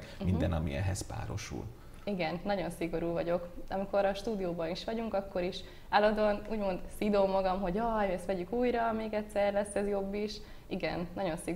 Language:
Hungarian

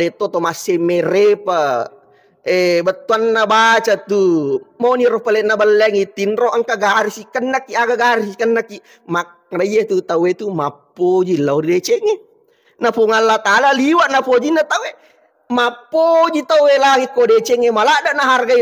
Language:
Buginese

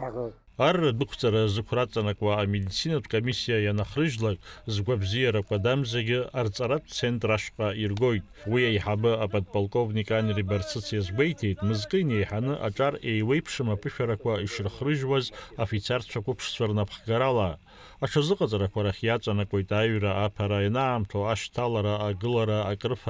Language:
Abkhazian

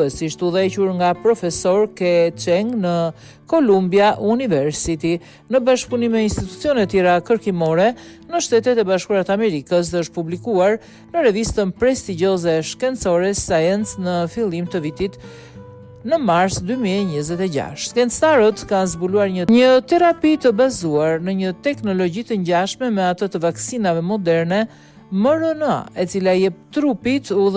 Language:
Albanian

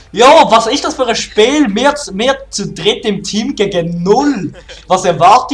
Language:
Swiss German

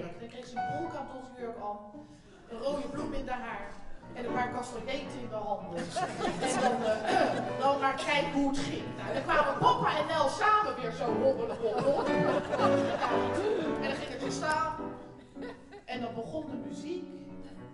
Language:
Dutch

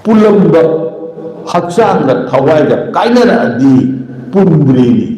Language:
Manipuri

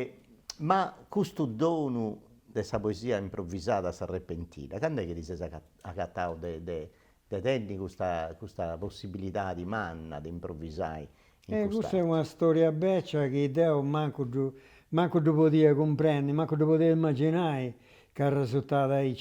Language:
Sardinian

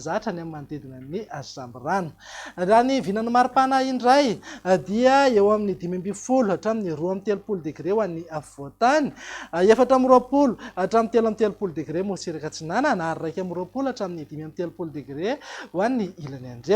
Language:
Malagasy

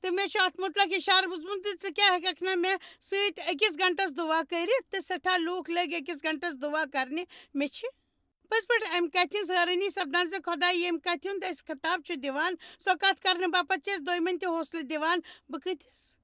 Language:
Kashmiri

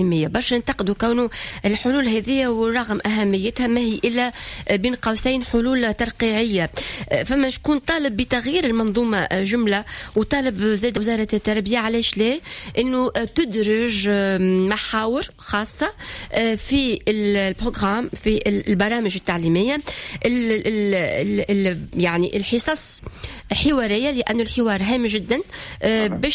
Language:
Tunisian Arabic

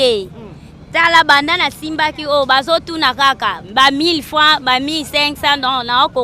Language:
Lingala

